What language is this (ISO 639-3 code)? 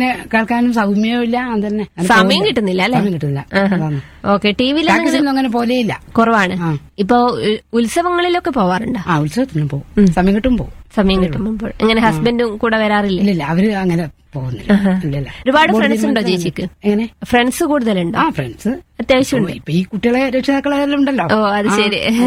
mal